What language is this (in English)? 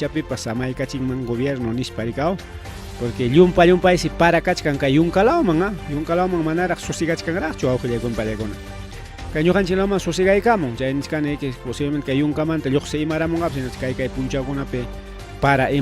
Ayacucho Quechua